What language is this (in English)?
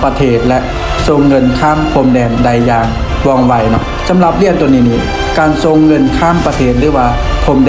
Lao